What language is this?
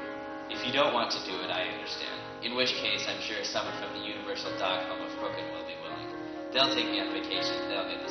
English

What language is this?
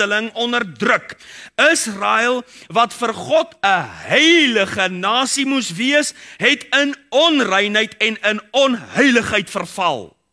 Afrikaans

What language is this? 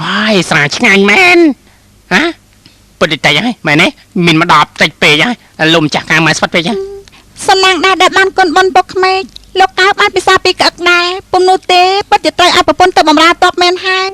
Khmer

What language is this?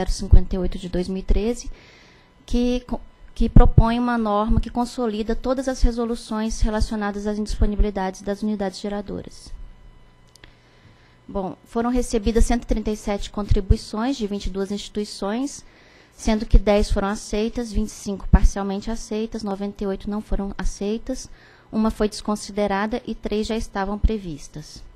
Portuguese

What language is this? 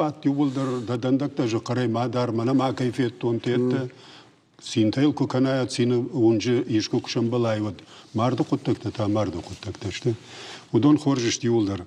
Ossetic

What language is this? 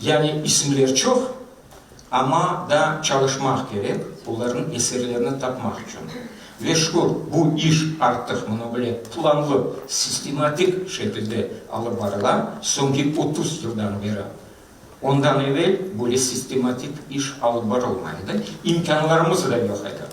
Crimean Tatar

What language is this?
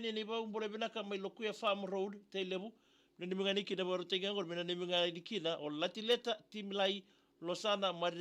Fijian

